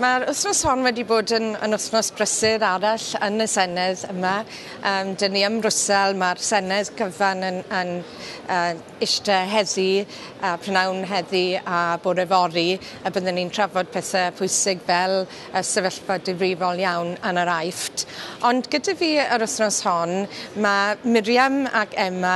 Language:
Welsh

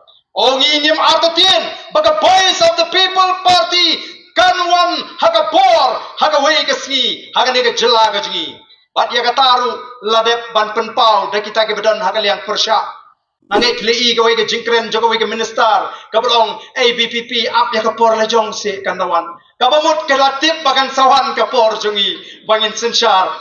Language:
Khasi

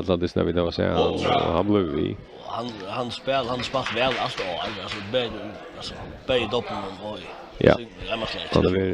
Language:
Faroese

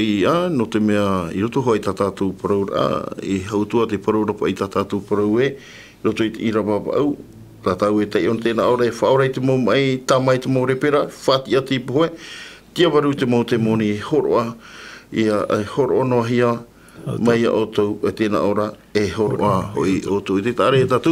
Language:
Tahitian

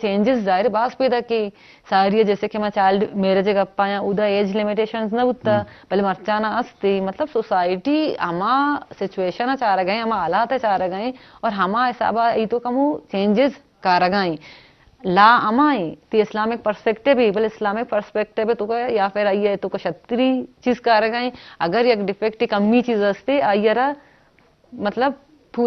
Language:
Eastern Balochi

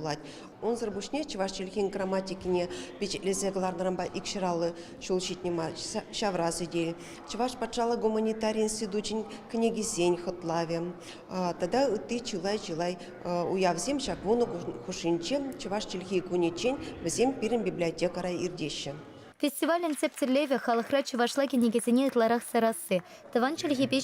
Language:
Chuvash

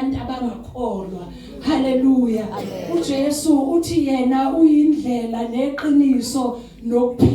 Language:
Zulu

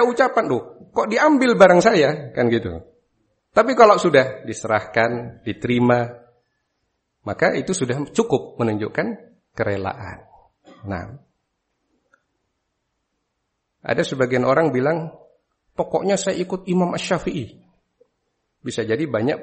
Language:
Indonesian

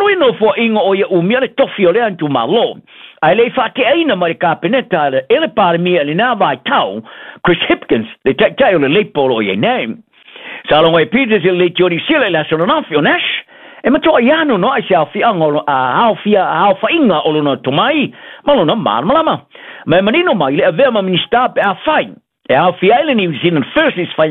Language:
Samoan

